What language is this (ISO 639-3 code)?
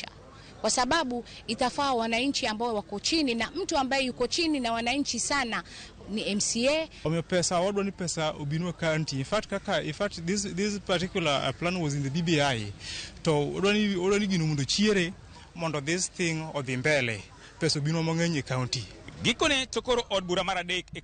luo